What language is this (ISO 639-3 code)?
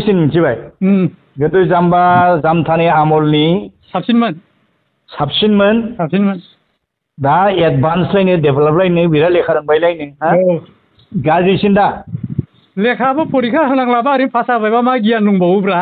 brx